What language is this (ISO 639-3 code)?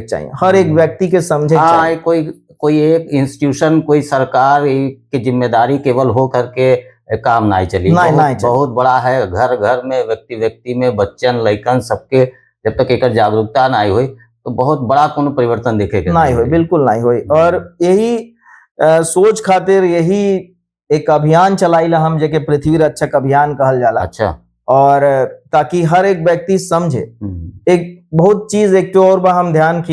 bho